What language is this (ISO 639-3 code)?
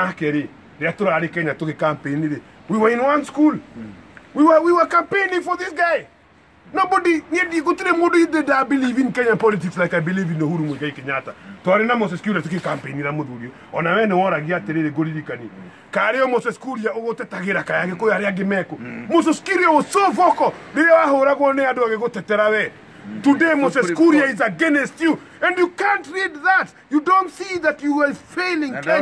kik